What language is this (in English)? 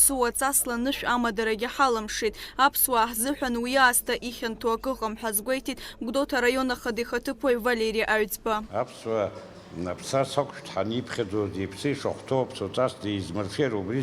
Abkhazian